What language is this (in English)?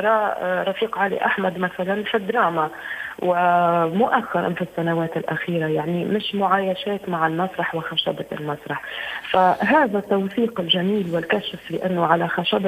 Tunisian Arabic